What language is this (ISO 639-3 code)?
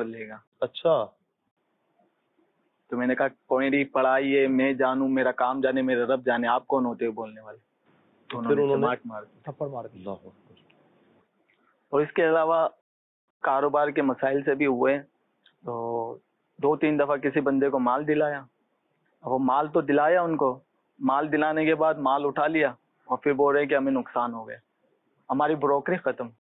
urd